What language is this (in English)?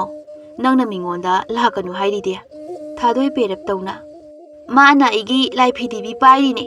Manipuri